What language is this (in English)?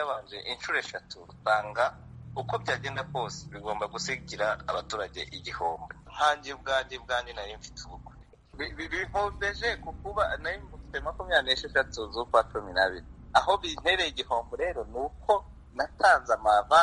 Kinyarwanda